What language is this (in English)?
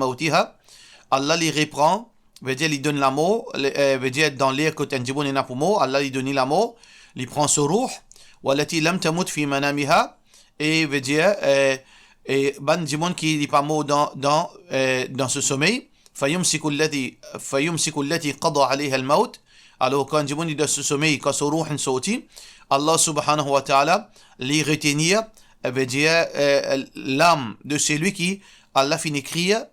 Morisyen